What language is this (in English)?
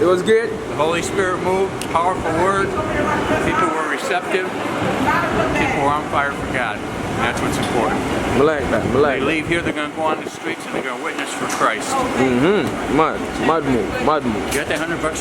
Jamaican Creole English